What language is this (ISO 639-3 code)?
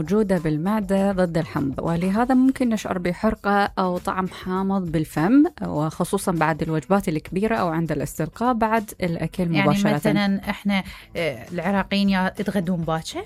acm